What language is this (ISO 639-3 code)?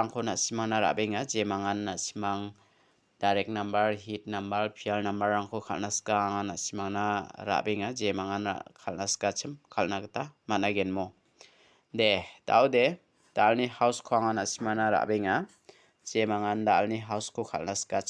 grt